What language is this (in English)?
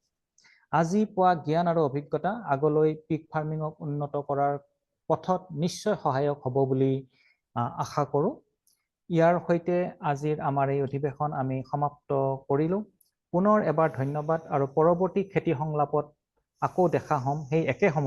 Assamese